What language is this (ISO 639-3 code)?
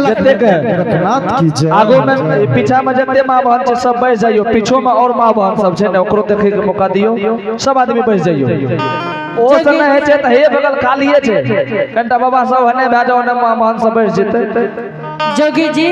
anp